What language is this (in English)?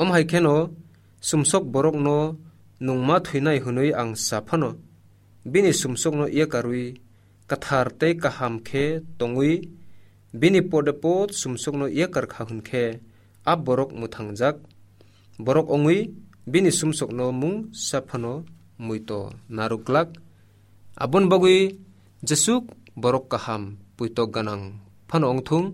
Kok Borok